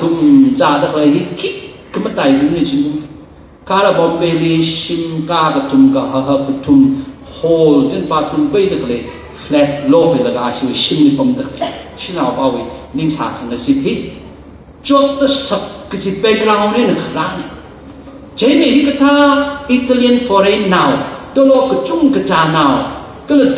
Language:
Tangkhul Naga (India)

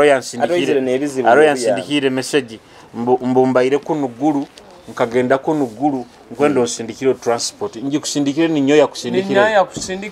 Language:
Nyoro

